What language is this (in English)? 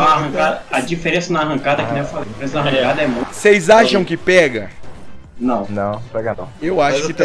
Portuguese